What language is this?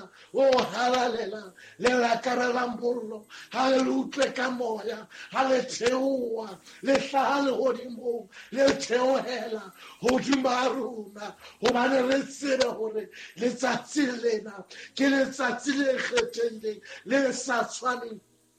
Southern Sotho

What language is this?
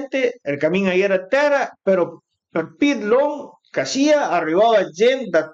Piedmontese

